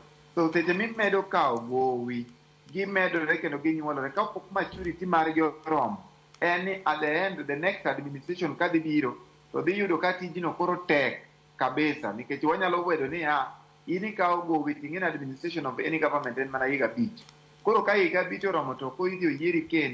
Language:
Luo (Kenya and Tanzania)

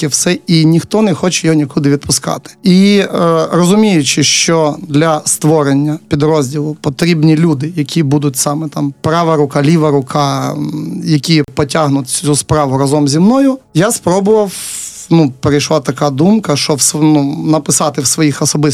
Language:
Ukrainian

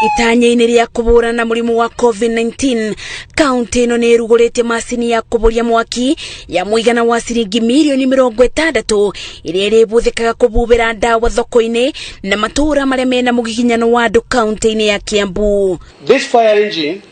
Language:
Kikuyu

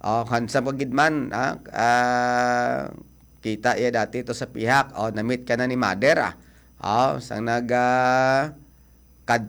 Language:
Hiligaynon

